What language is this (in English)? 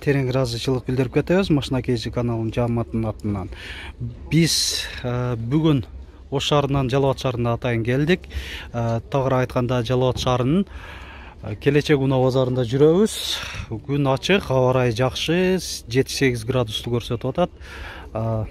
Kyrgyz